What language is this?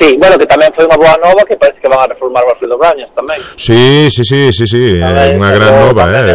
Galician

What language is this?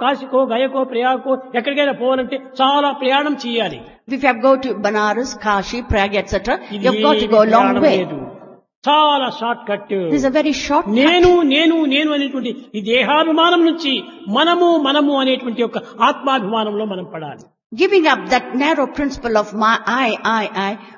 Telugu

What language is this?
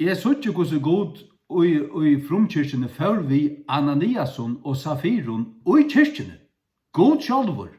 Faroese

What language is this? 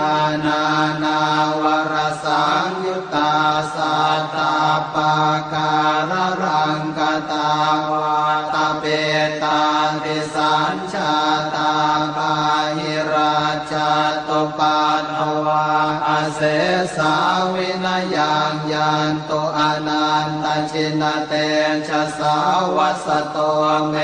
Pali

